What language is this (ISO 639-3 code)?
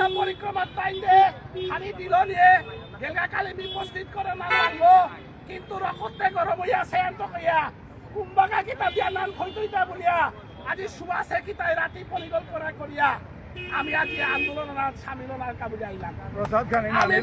bpy